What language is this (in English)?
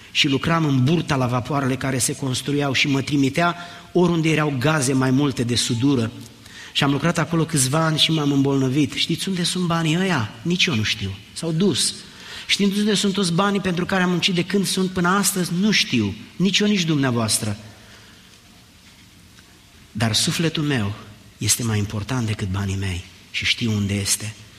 Romanian